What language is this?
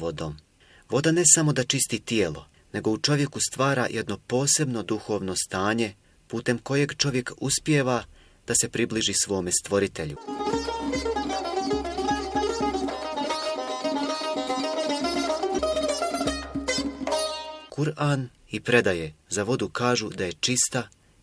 Bosnian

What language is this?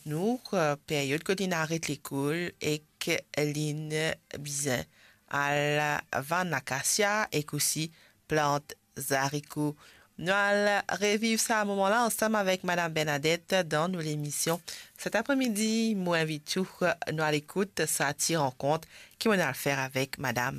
Morisyen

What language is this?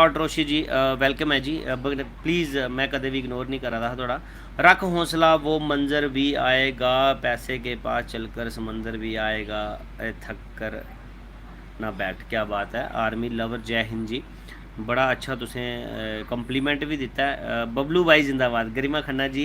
Dogri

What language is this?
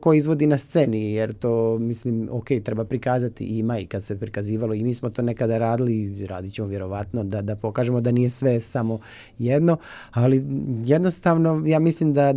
Croatian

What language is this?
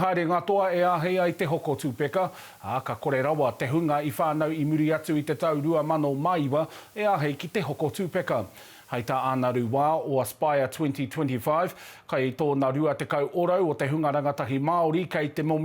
Māori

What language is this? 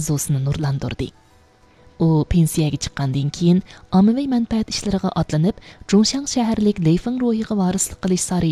Uyghur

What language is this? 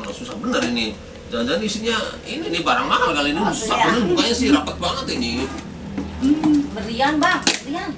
Betawi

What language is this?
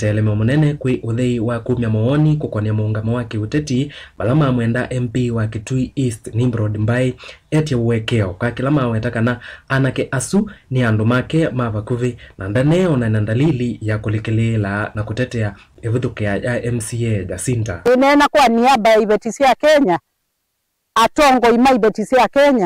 Kamba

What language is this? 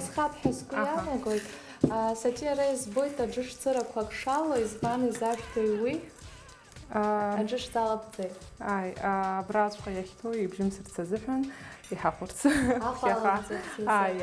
Abkhazian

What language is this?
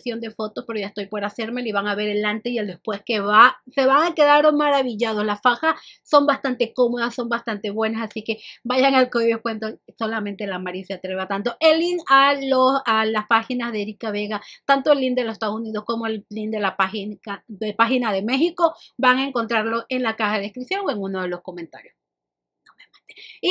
Spanish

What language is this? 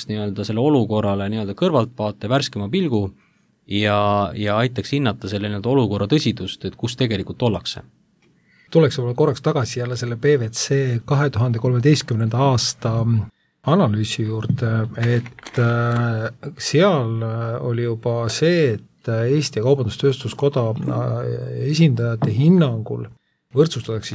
Estonian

